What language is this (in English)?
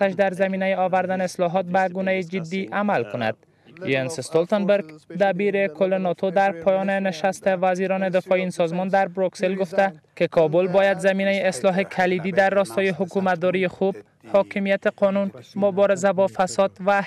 Persian